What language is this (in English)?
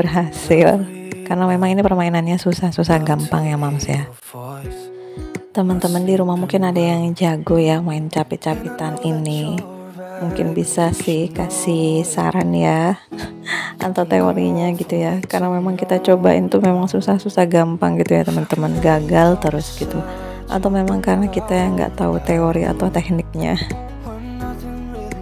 Indonesian